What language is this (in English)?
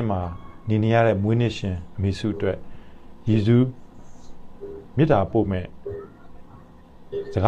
Burmese